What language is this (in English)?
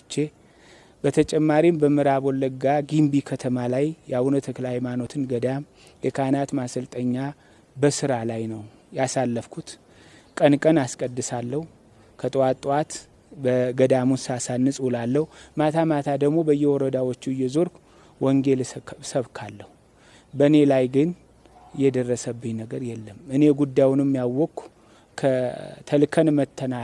Amharic